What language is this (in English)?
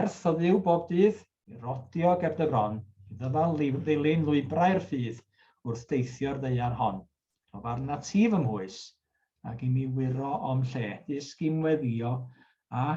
Welsh